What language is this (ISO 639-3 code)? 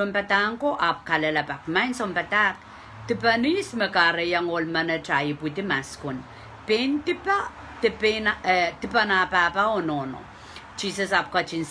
pon